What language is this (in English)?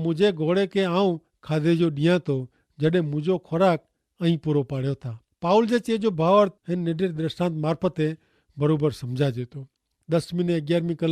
Kachhi